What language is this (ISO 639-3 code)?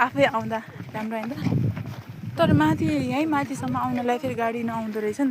nep